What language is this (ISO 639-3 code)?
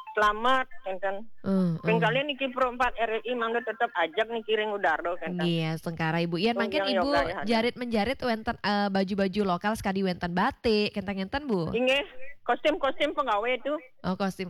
ban